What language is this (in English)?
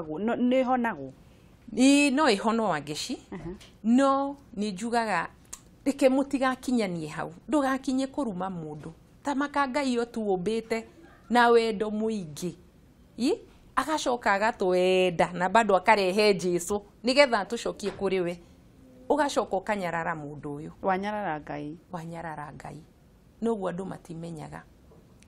Kikuyu